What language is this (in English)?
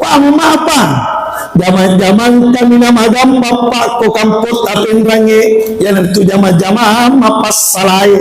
Buginese